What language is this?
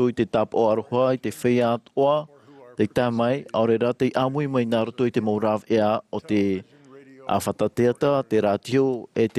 Tahitian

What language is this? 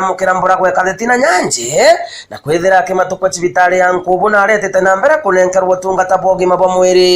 Meru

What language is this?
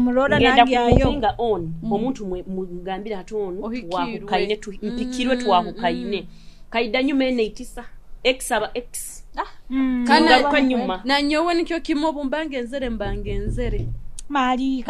Nyoro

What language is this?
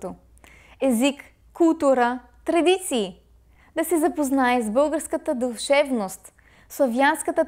Bulgarian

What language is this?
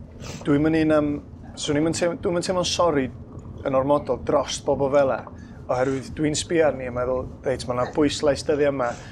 Welsh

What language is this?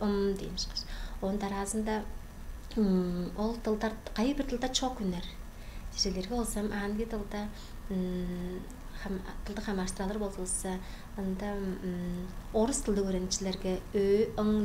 Tuvinian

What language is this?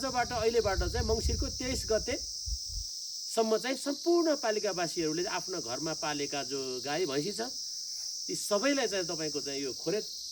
Nepali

